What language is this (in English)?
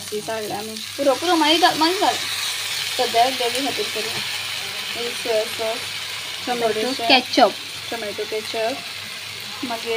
Konkani